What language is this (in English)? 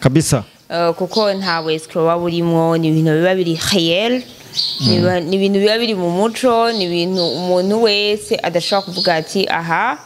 Rundi